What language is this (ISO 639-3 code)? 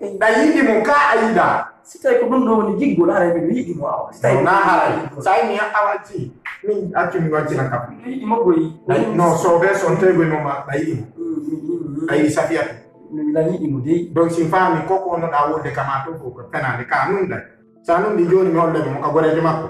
ful